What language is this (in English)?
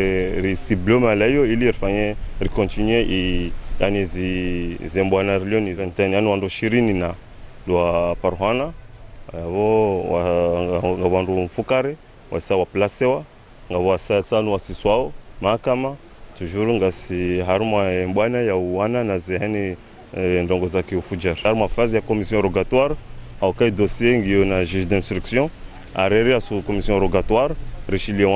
Ngazidja Comorian